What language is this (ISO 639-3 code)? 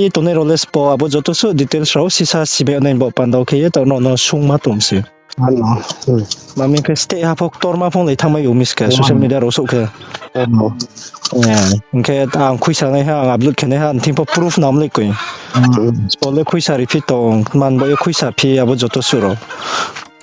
ria